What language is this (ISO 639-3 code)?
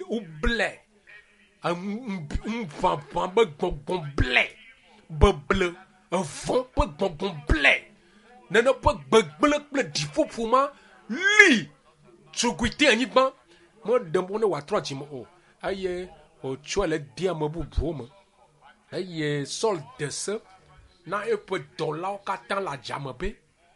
ewe